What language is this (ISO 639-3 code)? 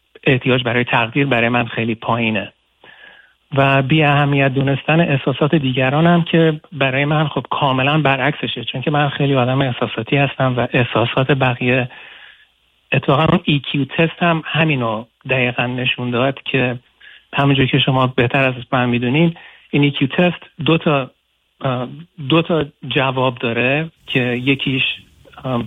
fas